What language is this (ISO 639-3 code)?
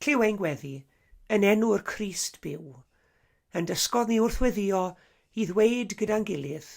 cym